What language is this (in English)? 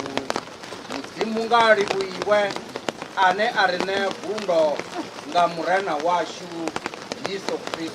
Venda